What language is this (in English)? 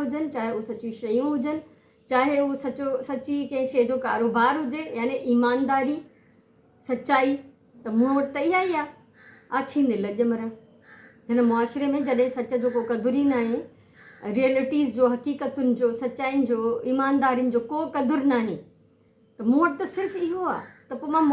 Sindhi